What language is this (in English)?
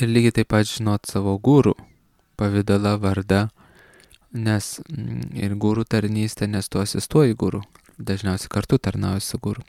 Lithuanian